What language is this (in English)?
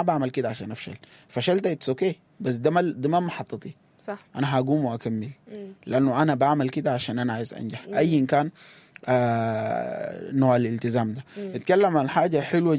Sudanese Arabic